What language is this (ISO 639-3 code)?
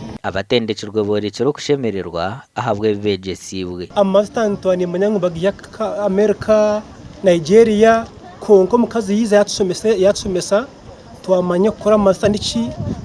nyn